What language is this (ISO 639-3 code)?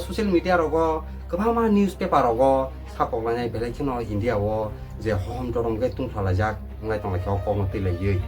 trp